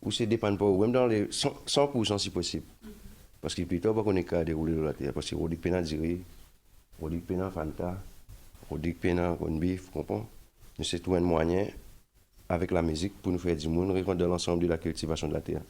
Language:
Morisyen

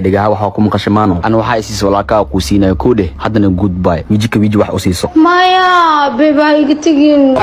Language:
Somali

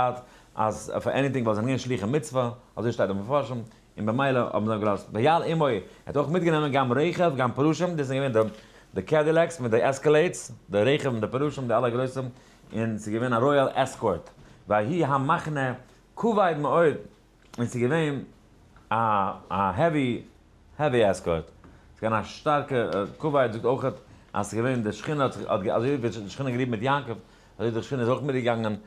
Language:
Yiddish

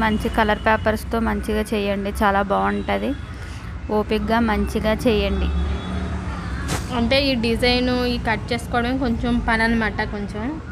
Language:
Telugu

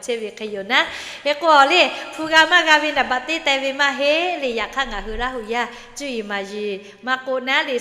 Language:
Lahu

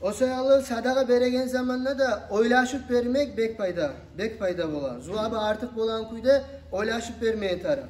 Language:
Kumyk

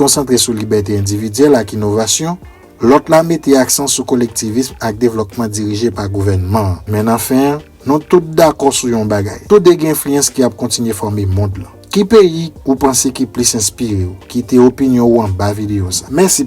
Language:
Haitian Creole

